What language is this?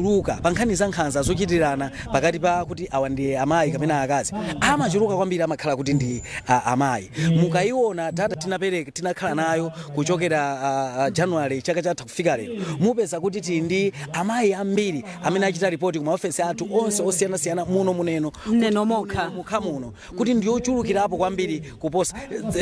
Nyanja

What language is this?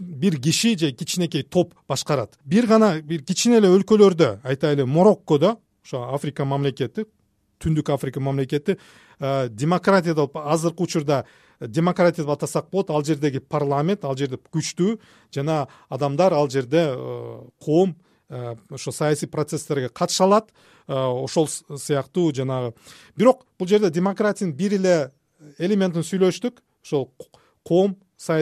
Kyrgyz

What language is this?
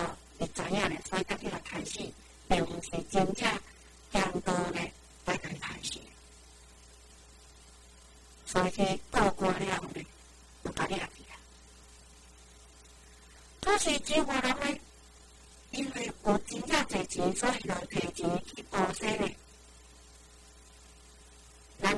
Min Nan Chinese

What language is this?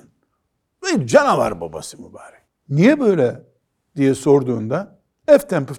Turkish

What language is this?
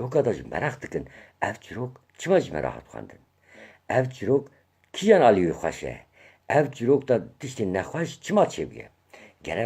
Kurdish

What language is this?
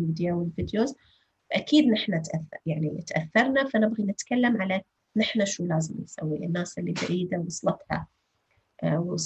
North Levantine Arabic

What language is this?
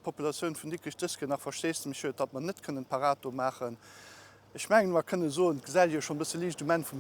Luxembourgish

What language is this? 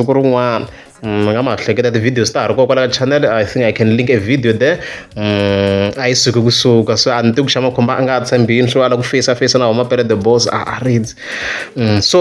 Tsonga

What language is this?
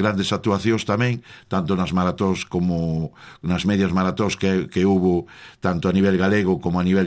Galician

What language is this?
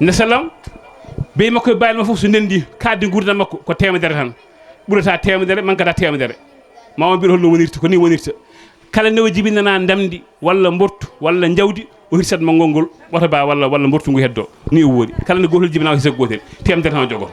Fula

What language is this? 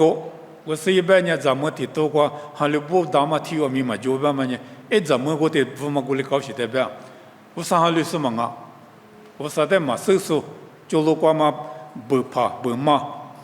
Lisu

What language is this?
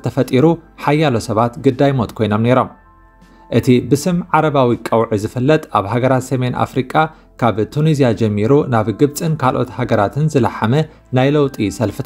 Tigrinya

